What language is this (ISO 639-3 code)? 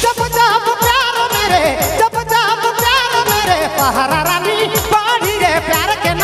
sck